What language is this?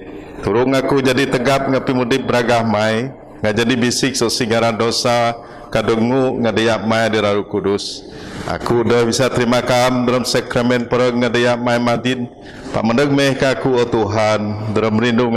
Biatah Bidayuh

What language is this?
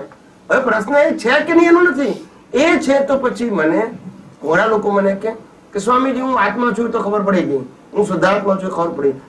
Gujarati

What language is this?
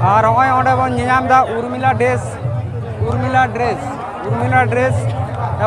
Santali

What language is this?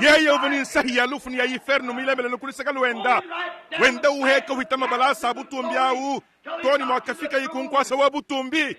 Luba-Lulua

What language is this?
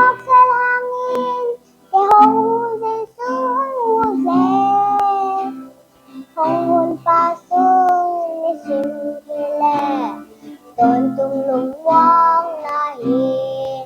Tedim Chin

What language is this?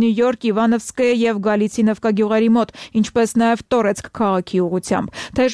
Armenian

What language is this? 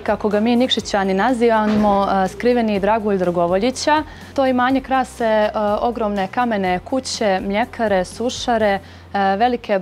Bosnian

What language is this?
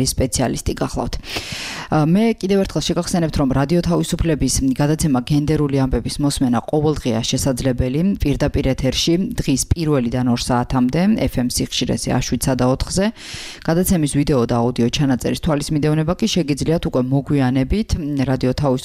Georgian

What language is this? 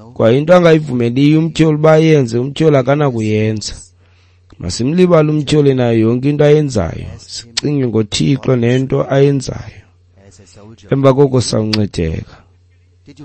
Xhosa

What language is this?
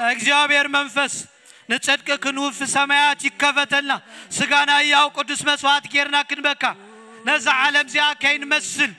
Tigrinya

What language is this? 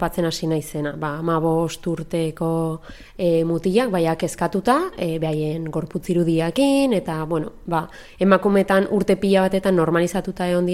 Basque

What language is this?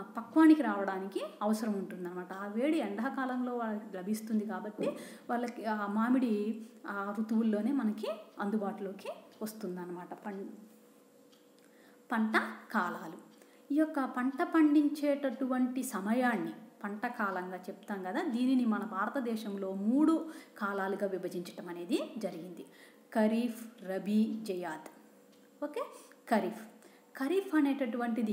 Telugu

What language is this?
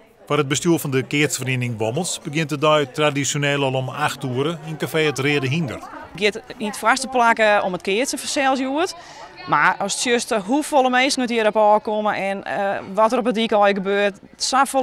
Western Frisian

